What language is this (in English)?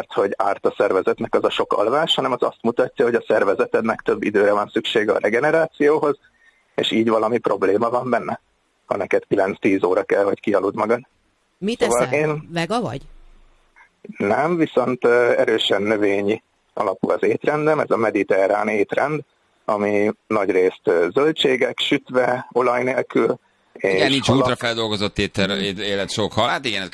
Hungarian